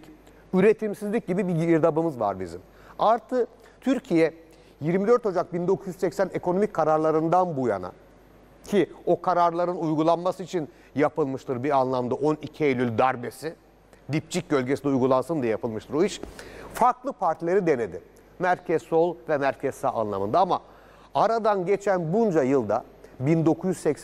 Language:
Turkish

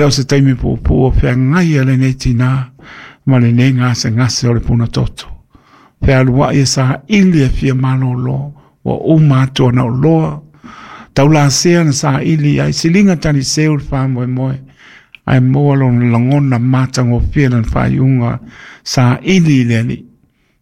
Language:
Samoan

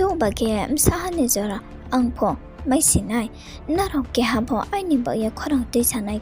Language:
Riang (India)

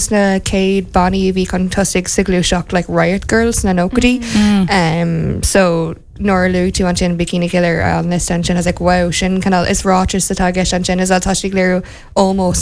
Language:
Irish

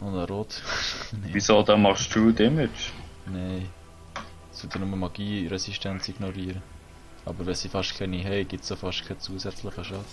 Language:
Swiss German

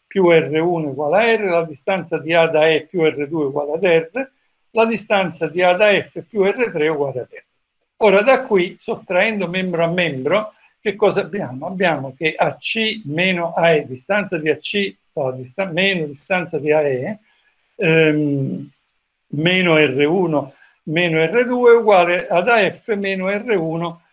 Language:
Italian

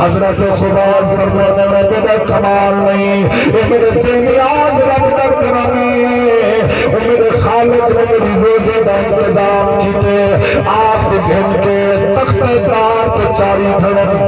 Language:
Saraiki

